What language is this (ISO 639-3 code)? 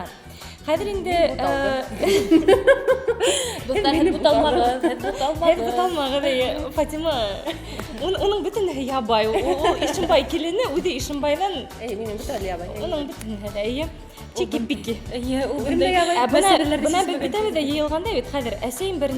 bak